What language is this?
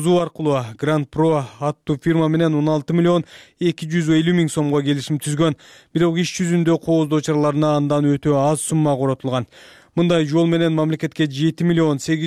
Kyrgyz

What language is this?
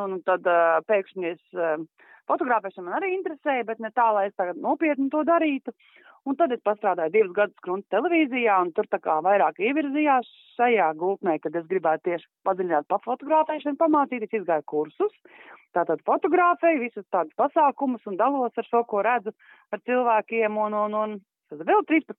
Latvian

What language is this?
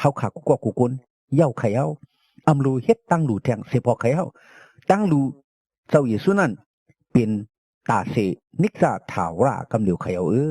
Shan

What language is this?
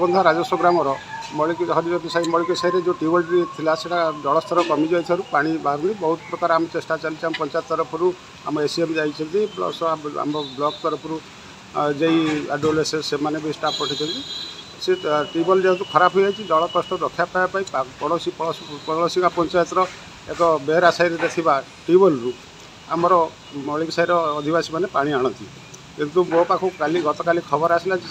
Odia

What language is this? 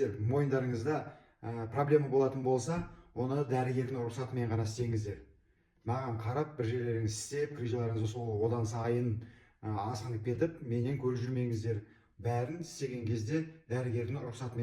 Kazakh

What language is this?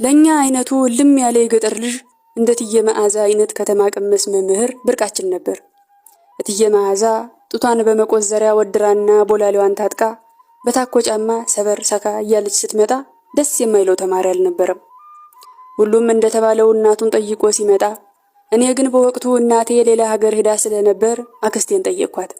Amharic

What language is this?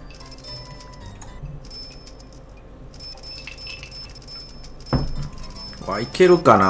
Japanese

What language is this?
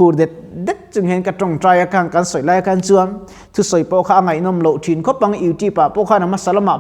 Mizo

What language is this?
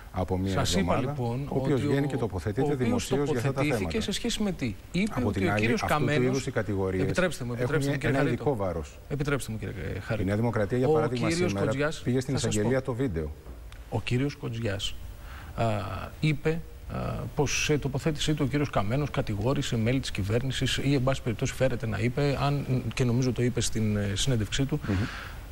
Greek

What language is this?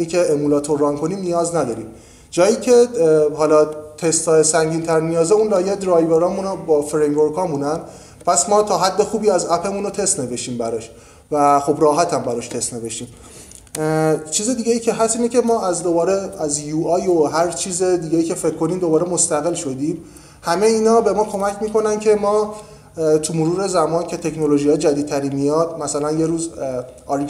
Persian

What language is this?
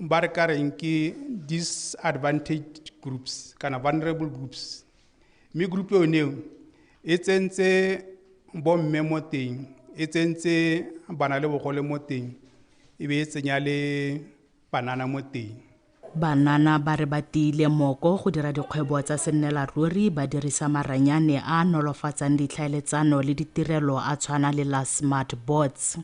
Tswana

